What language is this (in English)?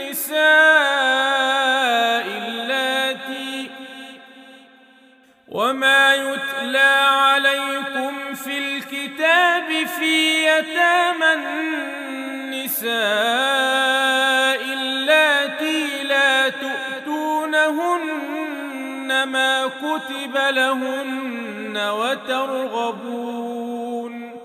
Arabic